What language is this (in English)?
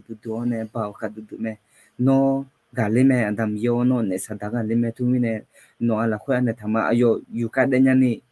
Akha